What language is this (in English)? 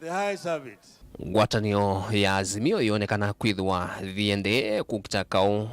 Kamba